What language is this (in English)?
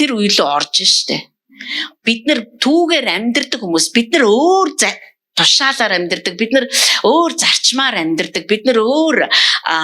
Mongolian